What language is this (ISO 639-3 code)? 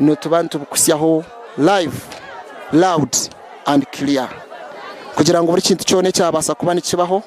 nyn